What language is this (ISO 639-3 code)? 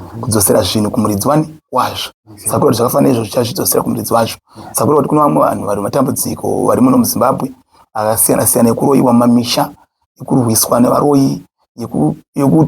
sna